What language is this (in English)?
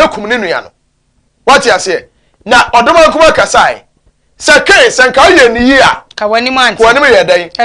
Akan